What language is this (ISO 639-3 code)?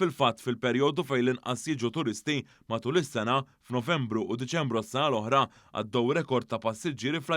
mlt